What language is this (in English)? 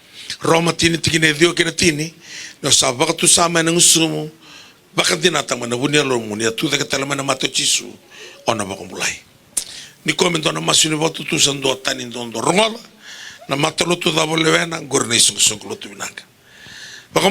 Fijian